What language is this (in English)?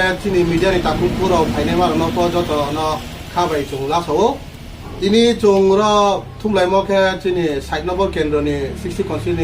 Riang (India)